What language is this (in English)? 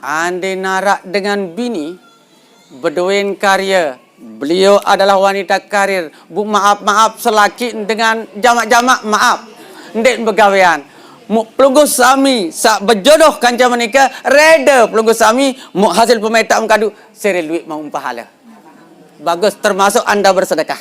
Sasak